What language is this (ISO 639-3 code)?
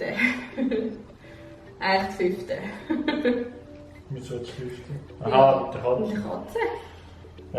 gsw